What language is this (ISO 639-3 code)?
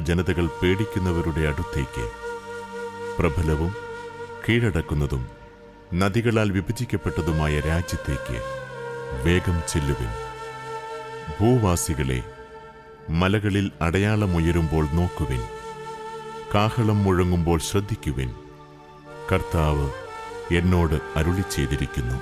mal